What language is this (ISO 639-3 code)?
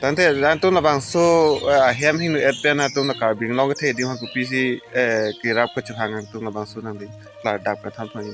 mjw